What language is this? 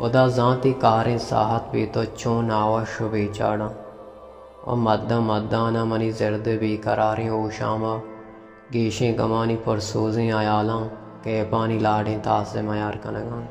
Baluchi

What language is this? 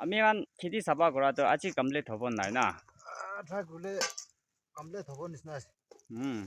Naga Pidgin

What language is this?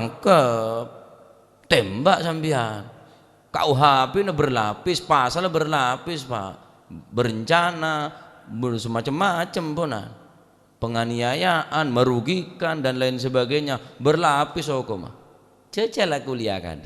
Madurese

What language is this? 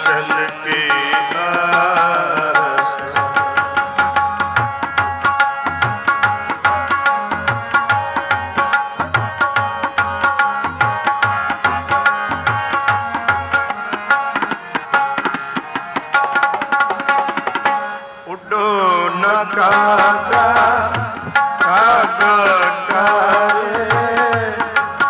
Punjabi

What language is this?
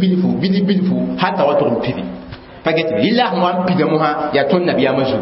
Mossi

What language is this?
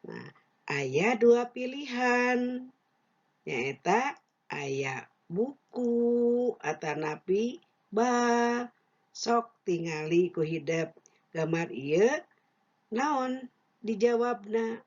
Sundanese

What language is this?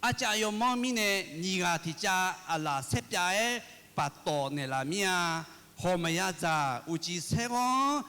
Akha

